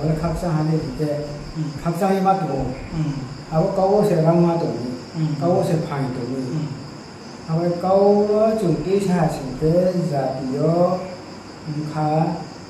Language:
Riang (India)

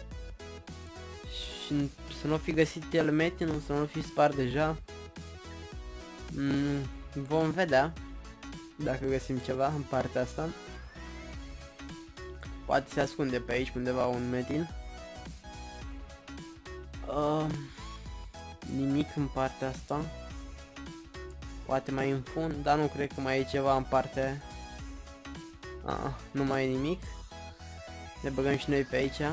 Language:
Romanian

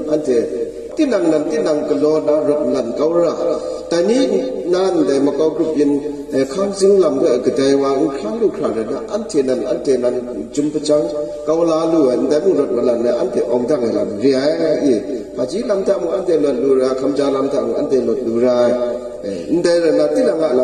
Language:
Kachin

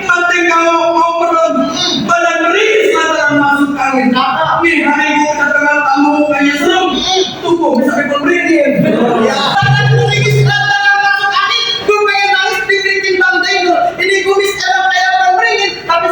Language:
Betawi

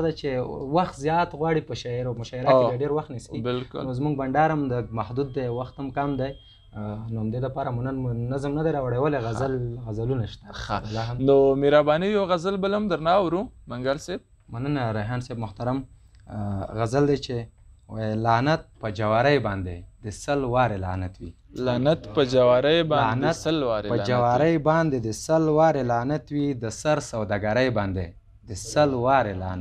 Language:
Pashto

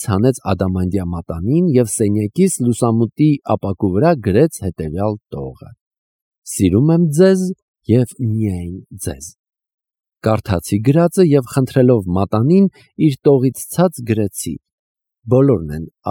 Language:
Armenian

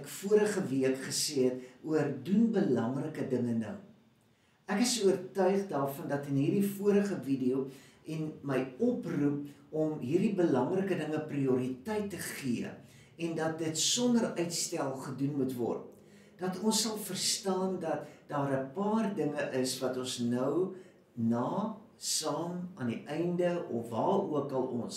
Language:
Afrikaans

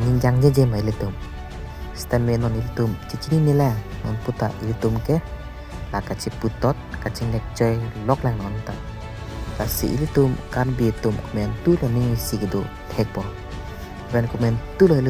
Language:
Karbi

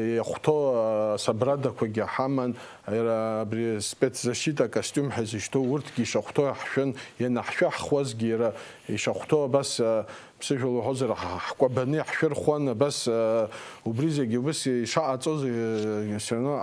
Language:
Abkhazian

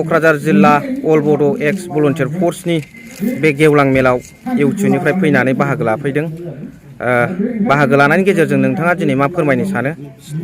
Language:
Bodo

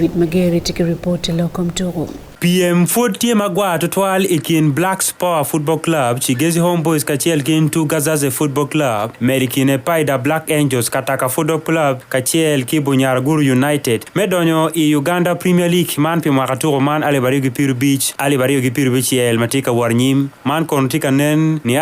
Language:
Acoli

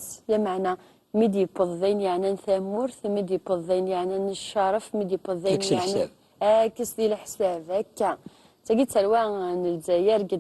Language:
Kabyle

